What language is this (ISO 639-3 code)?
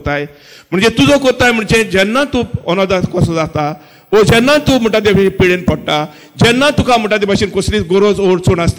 kok